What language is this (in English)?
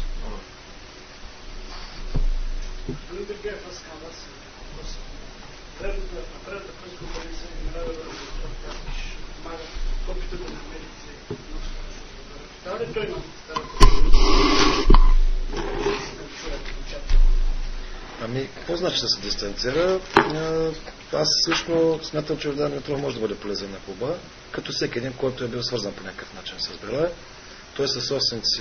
Bulgarian